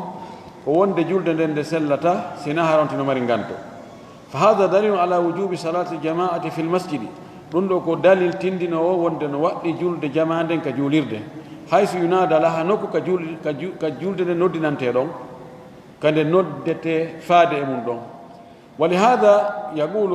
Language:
Fula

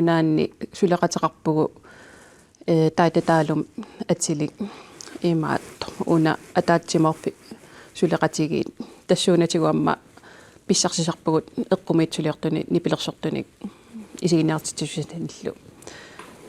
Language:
Kalaallisut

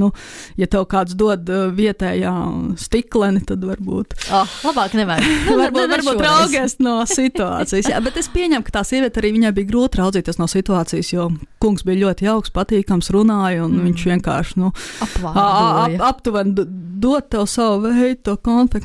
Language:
Latvian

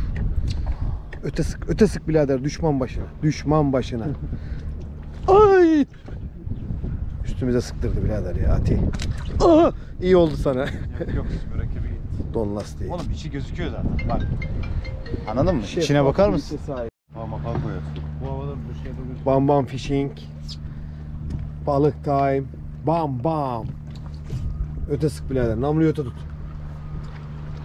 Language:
Turkish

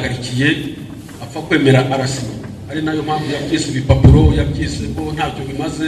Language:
Kinyarwanda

